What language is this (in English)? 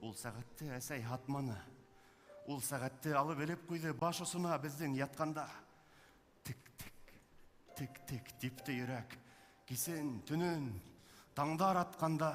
Bashkir